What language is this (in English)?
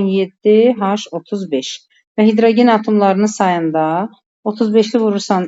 Azerbaijani